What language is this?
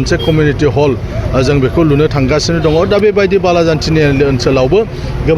Bodo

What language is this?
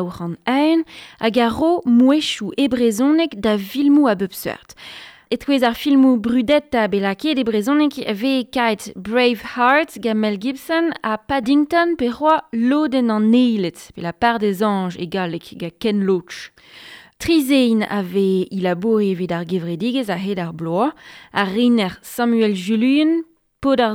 Breton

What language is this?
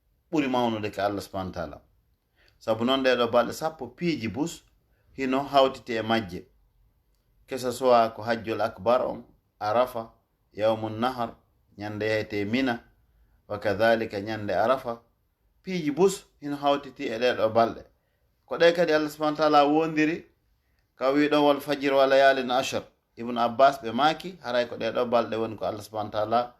Fula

